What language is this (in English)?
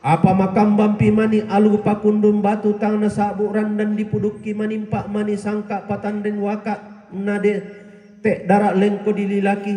Toraja-Sa'dan